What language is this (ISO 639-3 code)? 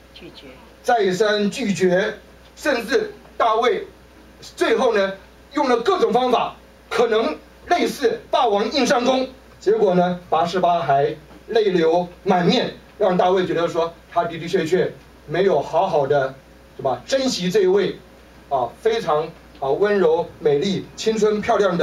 zho